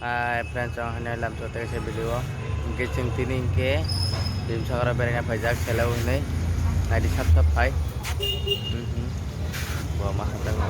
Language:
Kok Borok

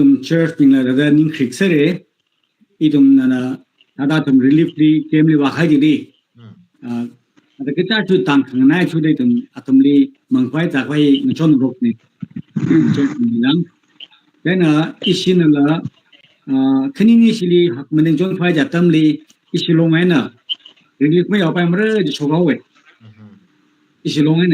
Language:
Tangkhul Naga (India)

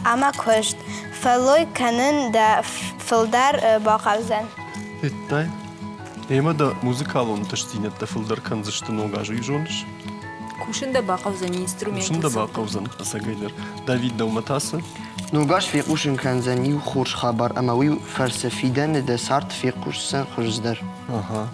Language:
Ossetic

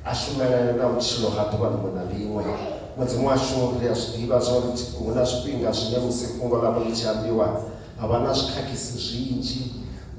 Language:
Venda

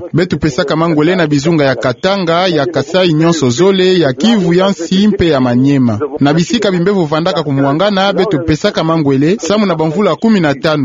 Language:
Kituba (Democratic Republic of Congo)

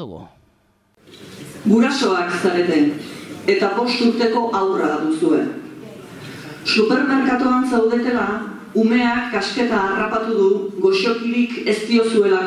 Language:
Basque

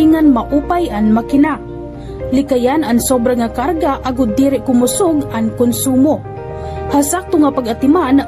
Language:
Waray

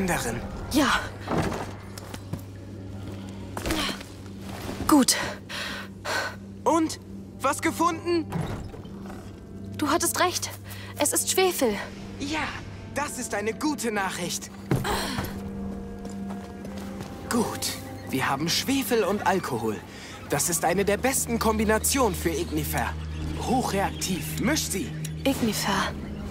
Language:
German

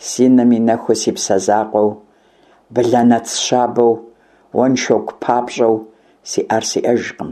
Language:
Kabardian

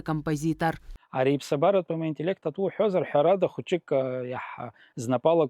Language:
Abkhazian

